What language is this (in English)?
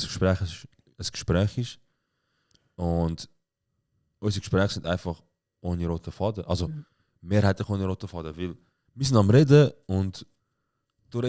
Swiss German